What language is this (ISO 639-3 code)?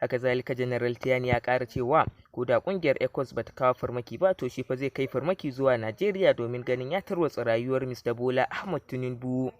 hau